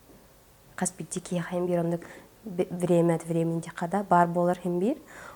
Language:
Yakut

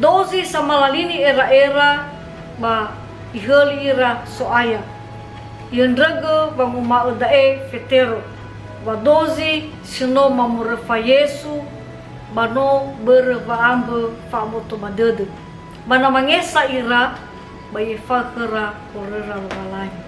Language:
Nias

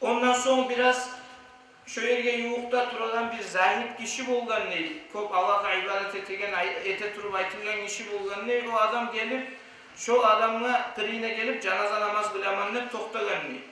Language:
Kumyk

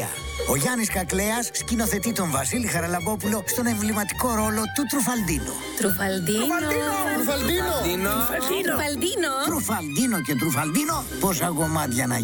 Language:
Greek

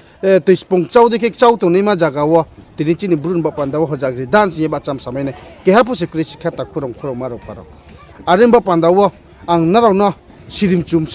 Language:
Riang (India)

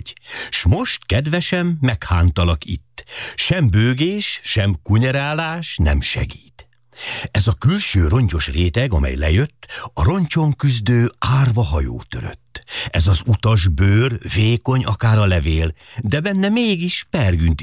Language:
Hungarian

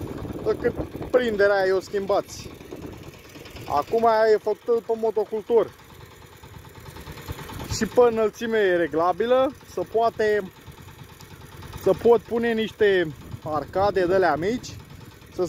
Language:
Romanian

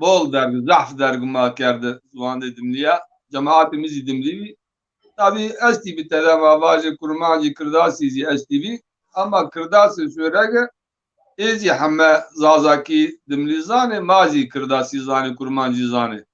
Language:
Zaza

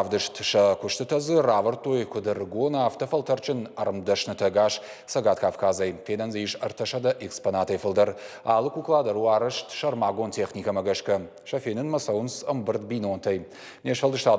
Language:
Ossetic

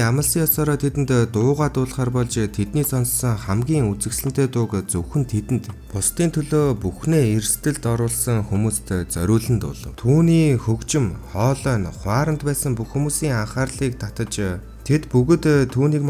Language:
Mongolian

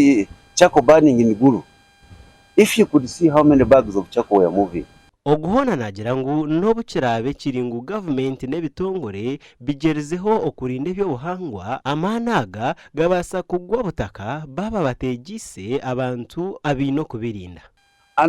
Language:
Nyankole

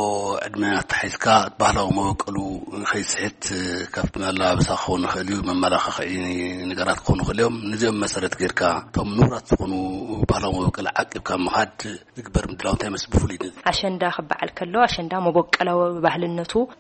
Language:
Tigrinya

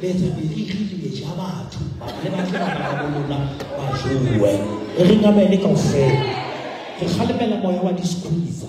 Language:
Southern Sotho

